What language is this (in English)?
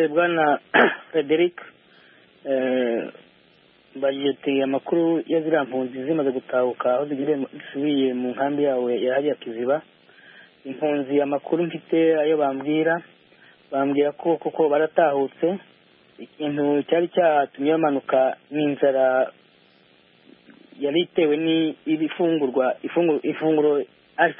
Kinyarwanda